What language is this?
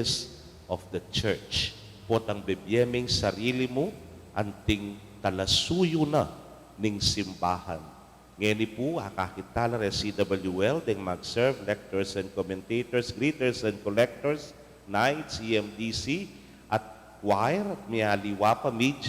Pampanga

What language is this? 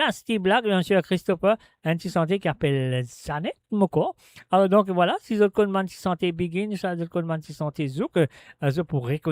Morisyen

